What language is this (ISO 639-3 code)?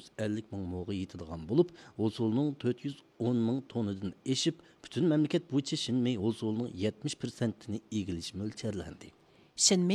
uig